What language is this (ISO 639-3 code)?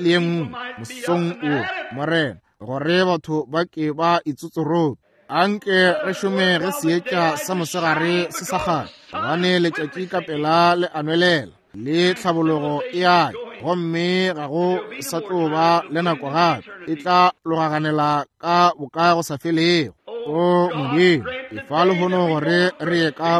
nso